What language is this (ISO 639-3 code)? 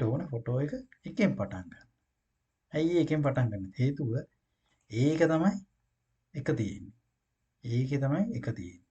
sin